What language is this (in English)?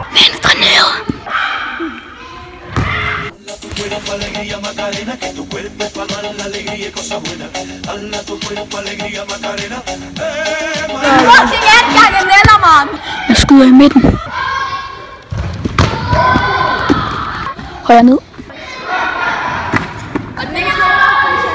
Danish